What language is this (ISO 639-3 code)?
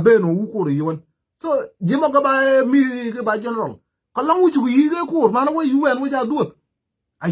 nus